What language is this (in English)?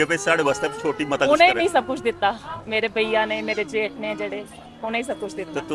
Dogri